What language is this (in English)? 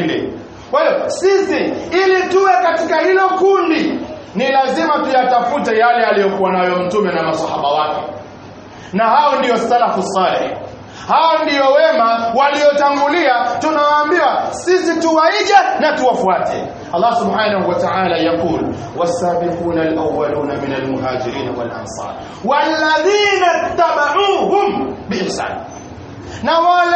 Swahili